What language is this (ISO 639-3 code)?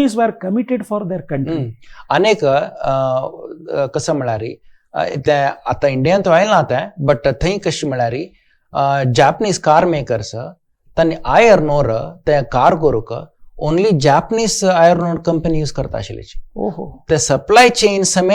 kok